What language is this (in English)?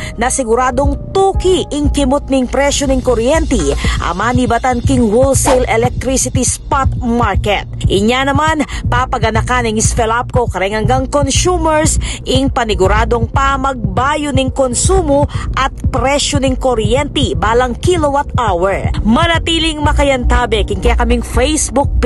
Pampanga